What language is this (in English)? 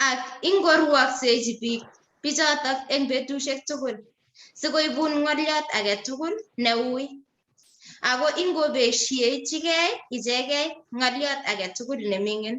Kalenjin